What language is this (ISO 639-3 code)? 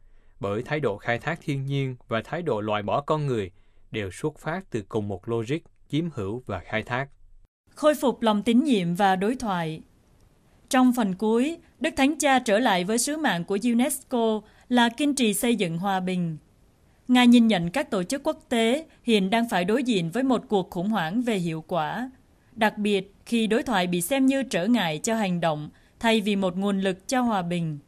vie